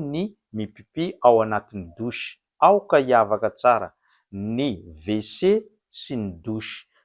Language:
Malagasy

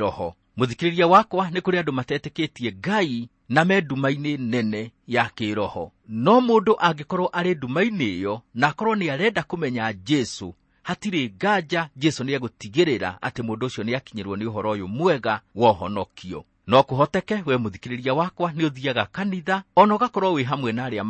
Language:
Kikuyu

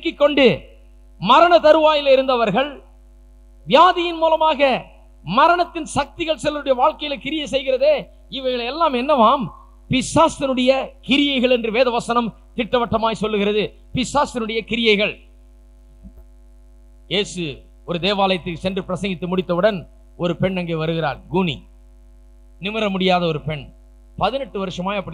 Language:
Tamil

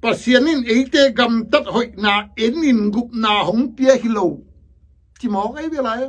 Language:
Tedim Chin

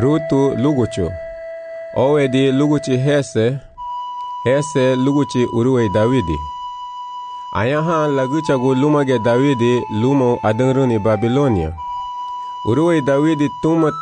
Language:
Garifuna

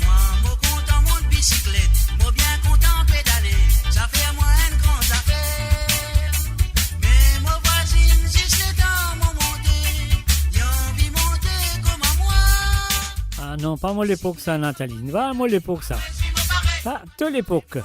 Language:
Morisyen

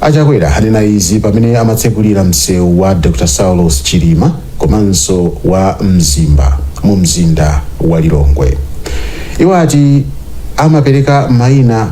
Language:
Nyanja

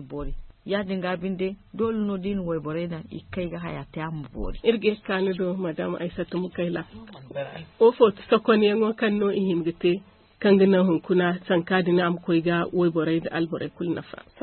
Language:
Zarma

